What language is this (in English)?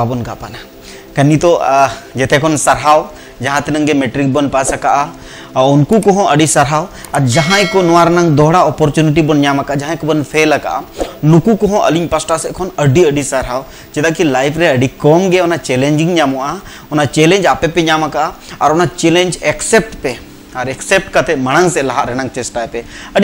Santali